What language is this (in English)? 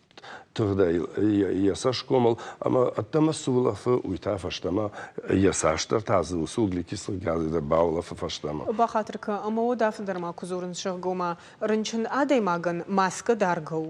Ossetic